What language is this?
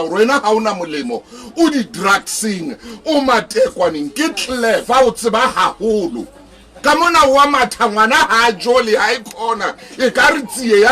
Southern Sotho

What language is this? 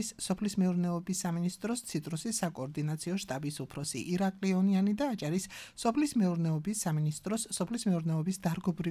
Georgian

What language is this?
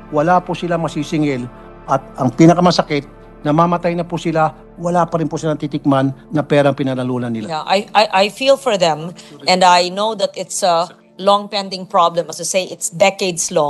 Filipino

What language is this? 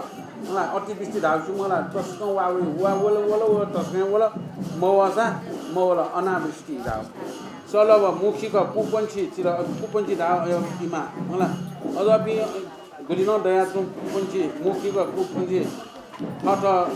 Newari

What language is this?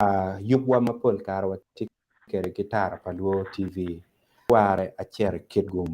Acoli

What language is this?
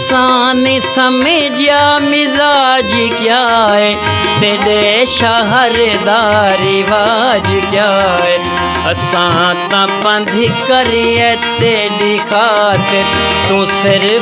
Saraiki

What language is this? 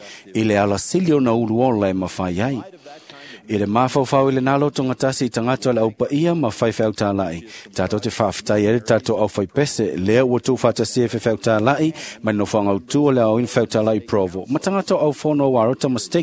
Samoan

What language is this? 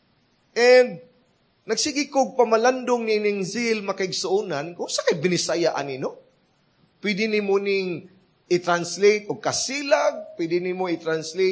Cebuano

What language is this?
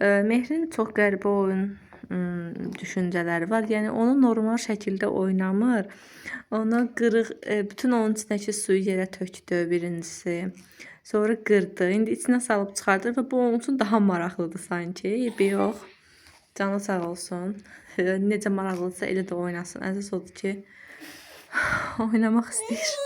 Azerbaijani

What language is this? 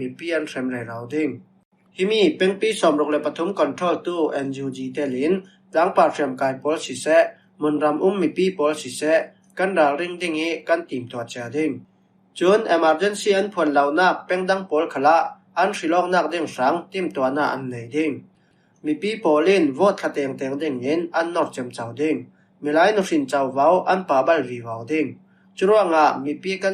Falam Chin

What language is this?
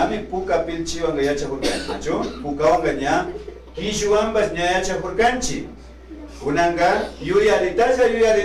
Imbabura Highland Quichua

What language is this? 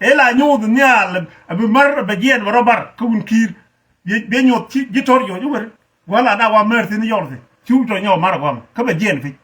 Nuer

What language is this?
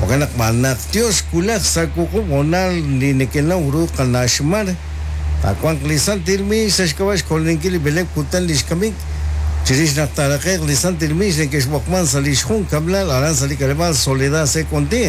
Kekchí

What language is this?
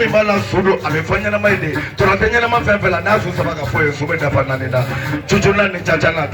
Bambara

